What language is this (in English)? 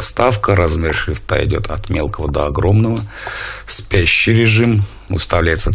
Russian